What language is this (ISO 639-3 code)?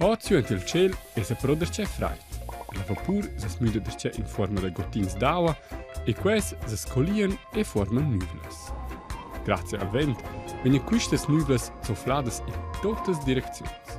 roh